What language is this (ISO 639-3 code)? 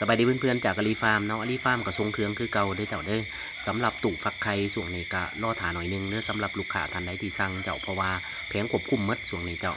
lao